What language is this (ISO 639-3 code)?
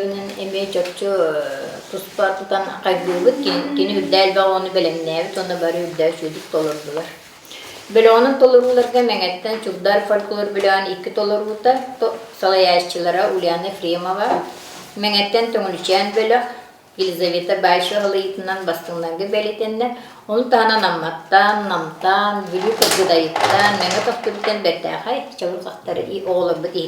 sah